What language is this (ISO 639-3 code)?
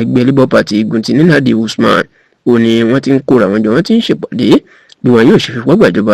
yor